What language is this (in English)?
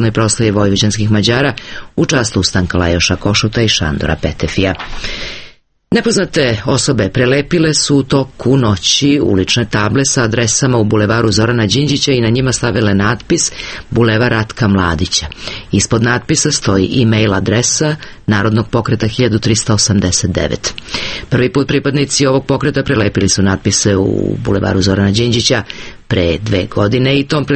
Serbian